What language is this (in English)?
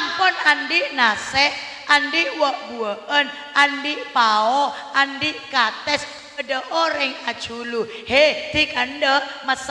Madurese